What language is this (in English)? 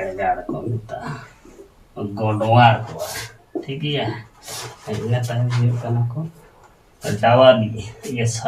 Santali